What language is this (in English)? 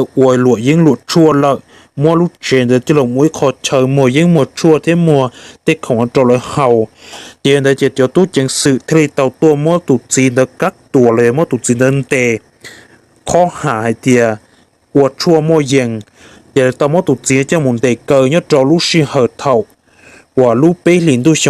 Hmong